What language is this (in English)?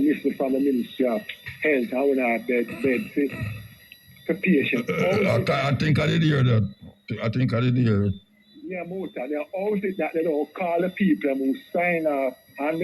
Jamaican Creole English